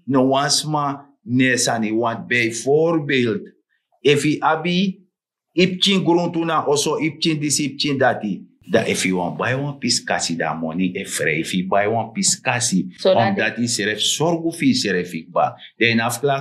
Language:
Sranan Tongo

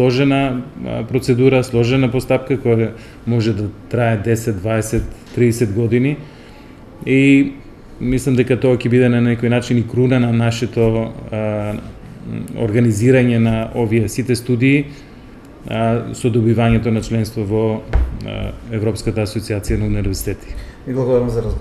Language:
Macedonian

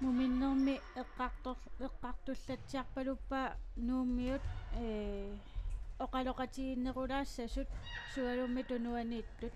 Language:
Kalaallisut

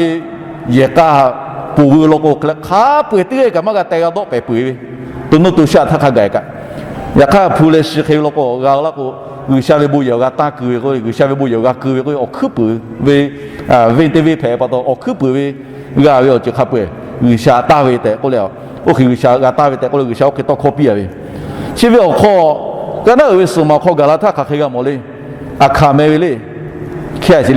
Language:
Lahu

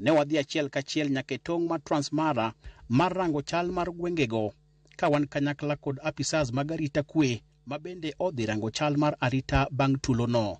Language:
Luo (Kenya and Tanzania)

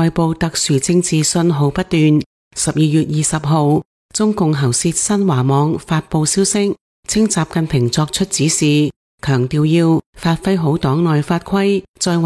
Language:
Cantonese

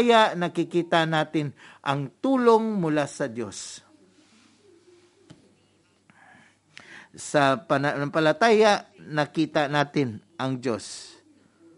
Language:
Filipino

